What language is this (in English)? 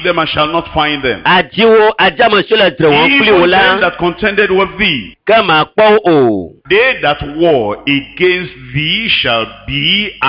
Ewe